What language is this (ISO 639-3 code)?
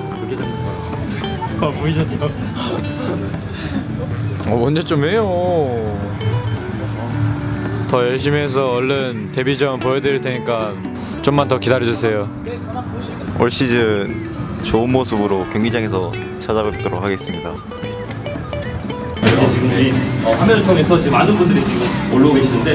kor